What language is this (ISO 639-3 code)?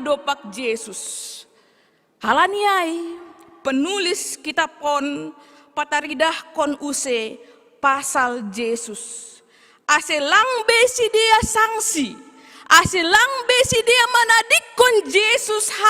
bts